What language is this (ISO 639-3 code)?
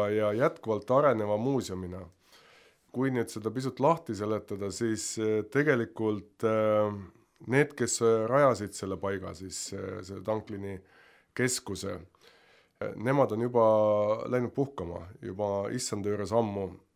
est